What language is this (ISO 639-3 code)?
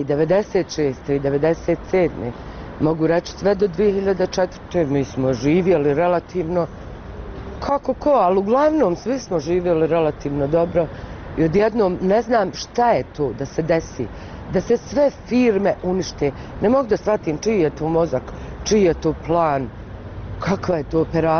bos